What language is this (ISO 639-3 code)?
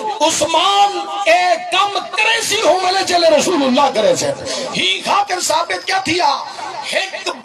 skr